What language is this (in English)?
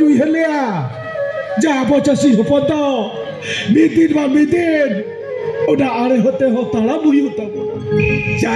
Santali